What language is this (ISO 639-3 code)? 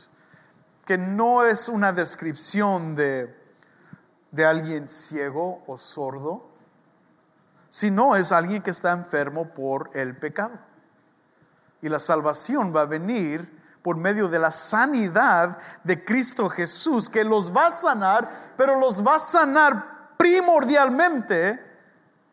spa